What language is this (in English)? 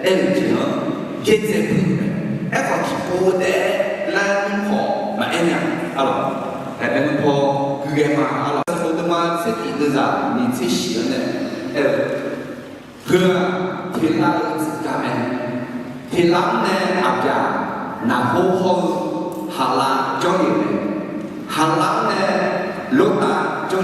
Akha